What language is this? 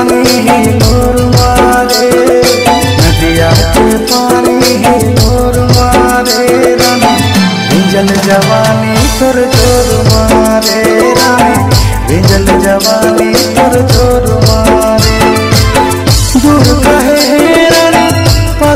Bhojpuri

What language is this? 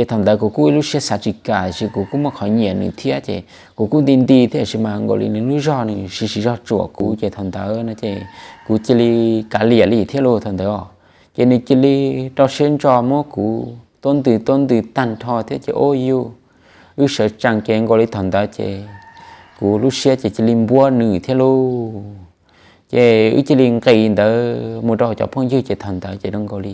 Hmong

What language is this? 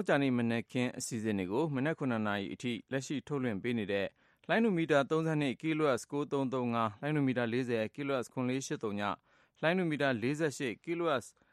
Burmese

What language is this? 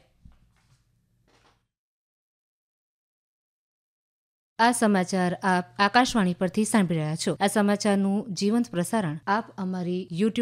Gujarati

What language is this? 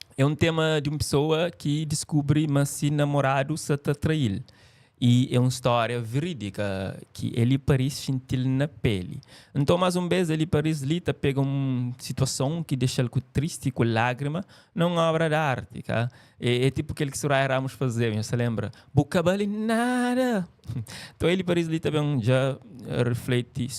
Kabuverdianu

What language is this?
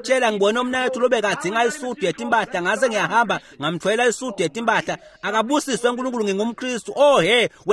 Swati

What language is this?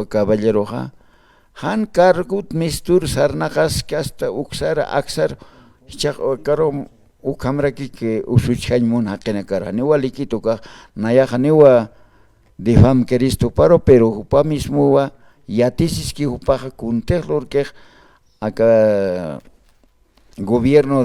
Aymara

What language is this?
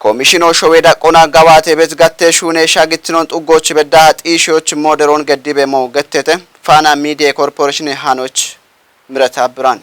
Kafa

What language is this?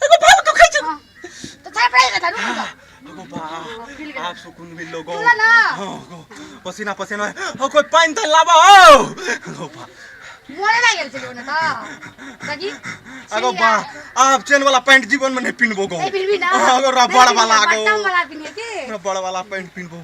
Maithili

